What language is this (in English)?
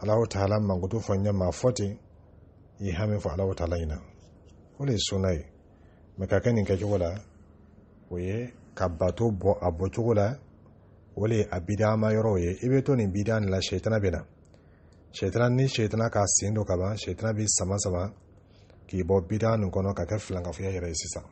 Dyula